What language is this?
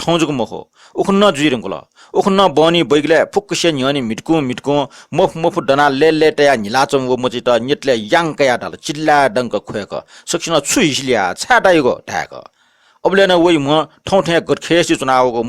Newari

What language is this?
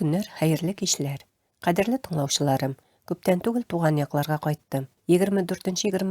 Tatar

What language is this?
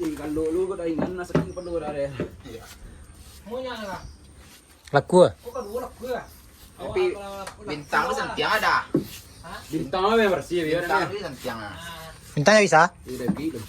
Minangkabau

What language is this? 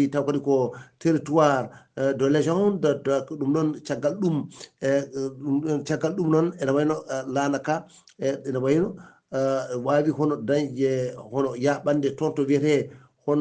Fula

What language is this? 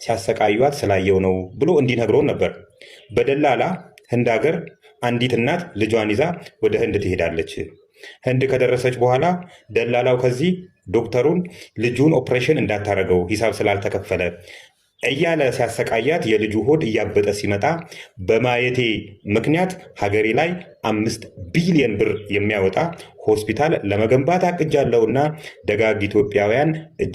Amharic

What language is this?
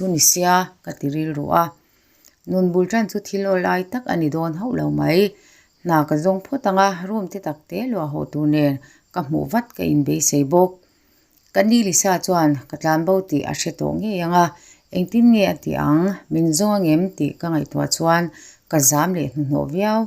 Mizo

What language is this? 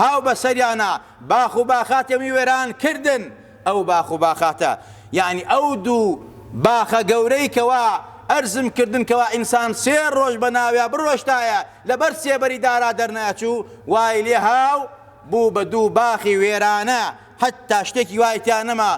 Central Kurdish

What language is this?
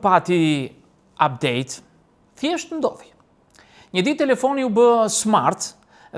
Albanian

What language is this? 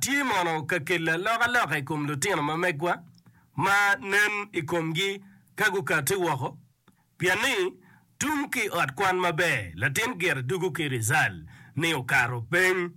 Acoli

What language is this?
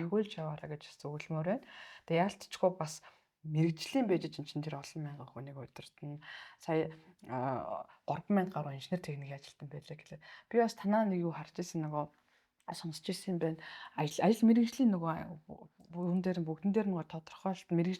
Mongolian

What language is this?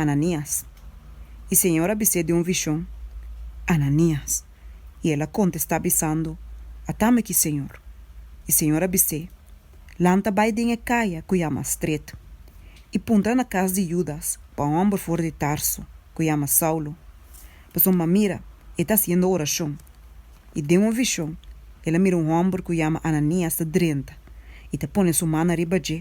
Papiamento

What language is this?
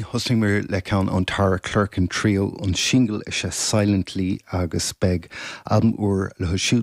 Irish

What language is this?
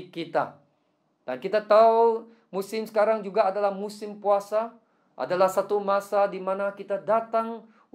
Malay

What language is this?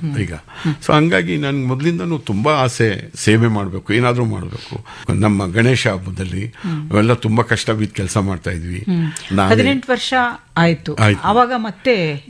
Kannada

